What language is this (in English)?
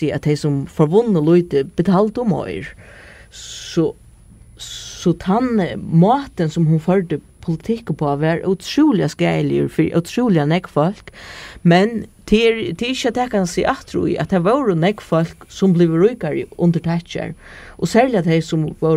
Faroese